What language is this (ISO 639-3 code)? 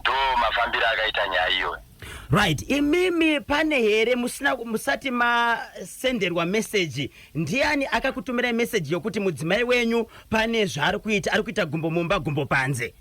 sna